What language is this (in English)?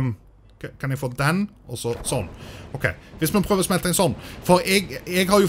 Norwegian